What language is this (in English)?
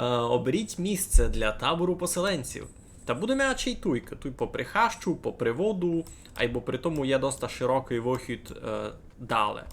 Rusyn